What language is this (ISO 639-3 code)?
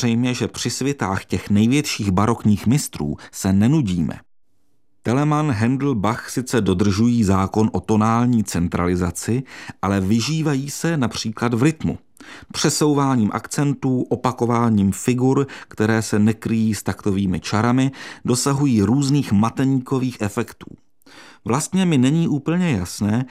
ces